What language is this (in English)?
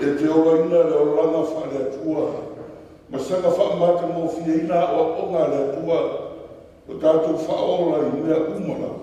Samoan